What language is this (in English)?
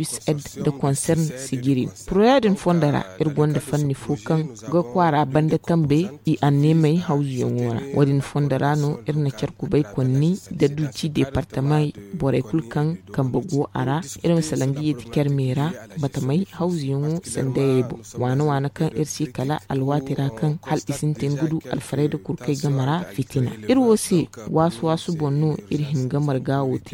Zarma